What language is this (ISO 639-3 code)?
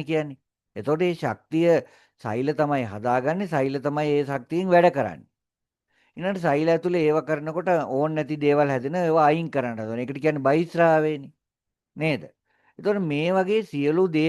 sin